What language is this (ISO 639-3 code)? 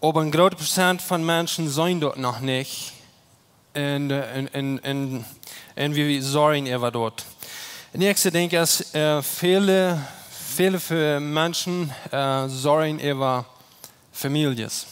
pdt